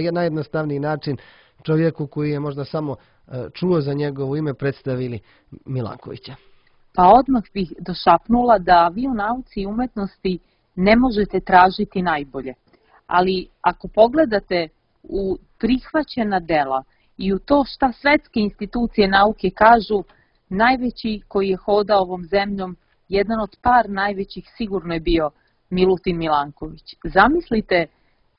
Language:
Serbian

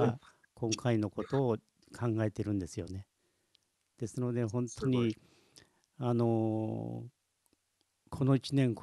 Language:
Japanese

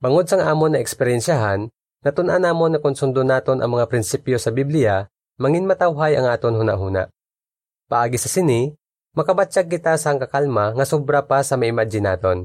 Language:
Hiligaynon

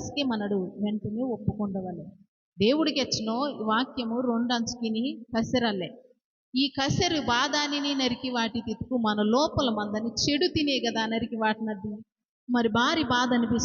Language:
Koya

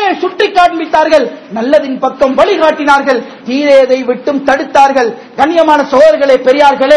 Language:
Tamil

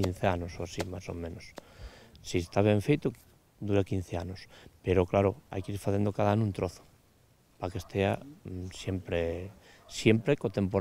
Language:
Galician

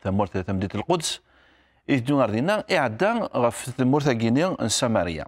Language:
Kabyle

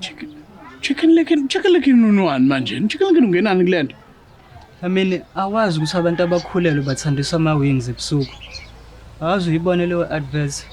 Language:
Zulu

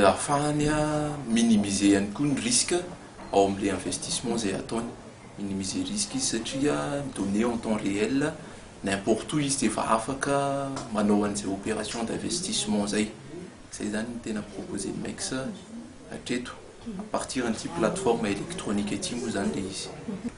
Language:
Malagasy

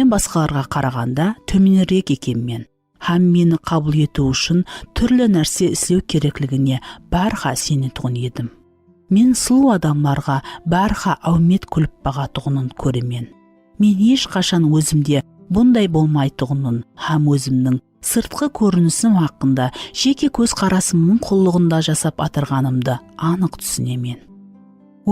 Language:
Kara-Kalpak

